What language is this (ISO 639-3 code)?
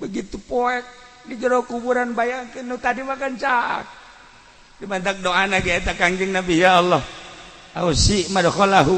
sun